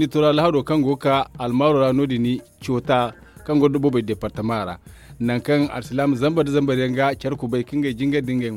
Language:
Zarma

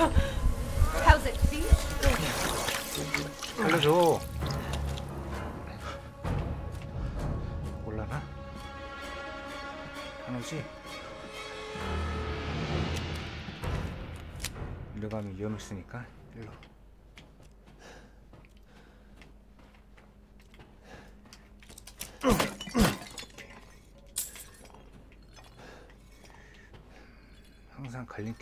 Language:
Korean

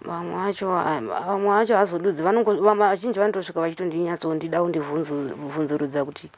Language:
Shona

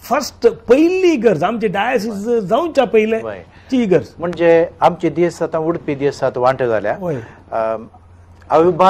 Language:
Konkani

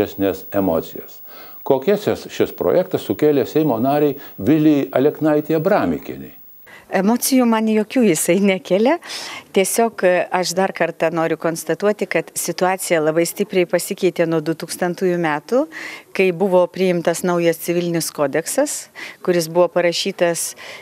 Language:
Lithuanian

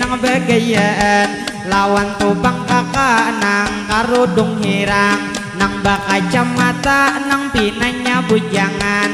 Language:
Banjar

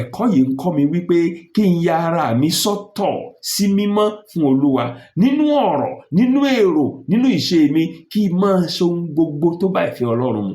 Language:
Yoruba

